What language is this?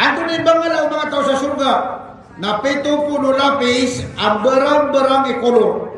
Maranao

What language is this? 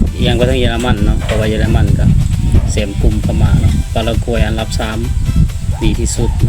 Lao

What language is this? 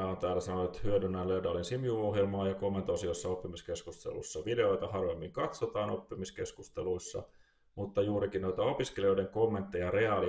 Finnish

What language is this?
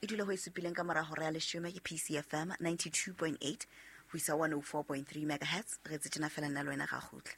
Southern Sotho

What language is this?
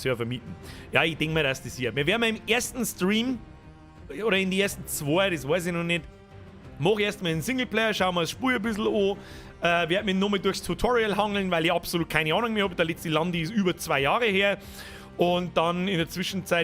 Bavarian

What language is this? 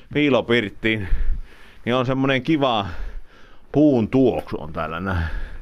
Finnish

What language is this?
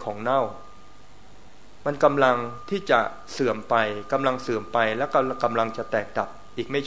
Thai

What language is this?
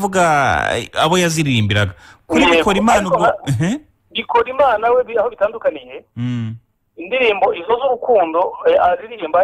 Kinyarwanda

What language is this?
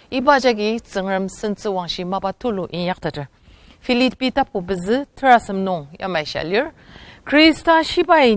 Ao Naga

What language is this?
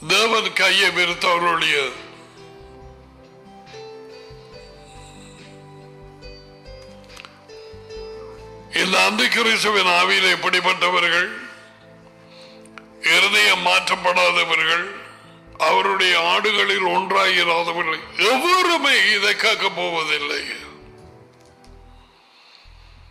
Tamil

